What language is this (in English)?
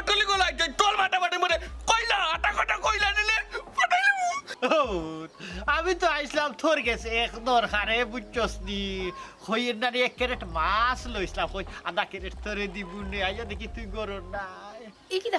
Sylheti